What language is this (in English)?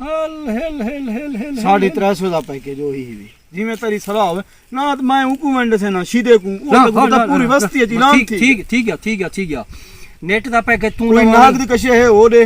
Saraiki